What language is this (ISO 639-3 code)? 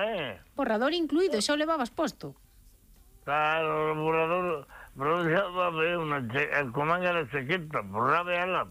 glg